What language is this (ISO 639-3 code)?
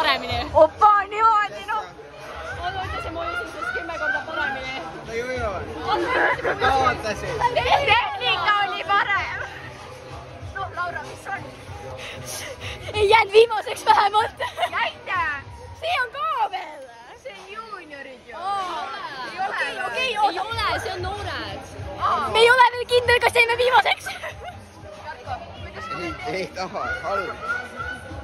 est